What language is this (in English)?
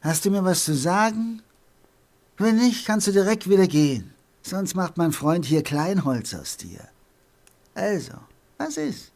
Bavarian